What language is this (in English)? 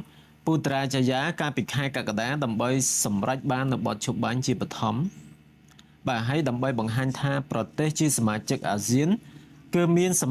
Khmer